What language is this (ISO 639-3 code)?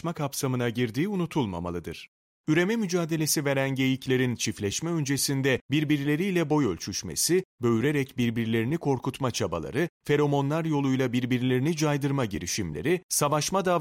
tur